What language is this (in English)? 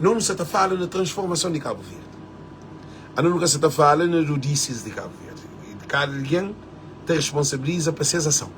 Kabuverdianu